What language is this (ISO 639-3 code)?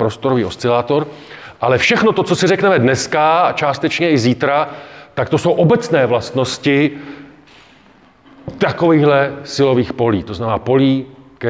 ces